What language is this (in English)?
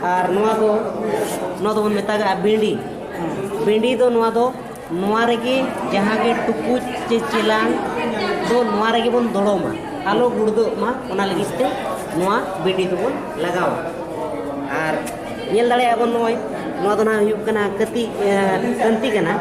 Santali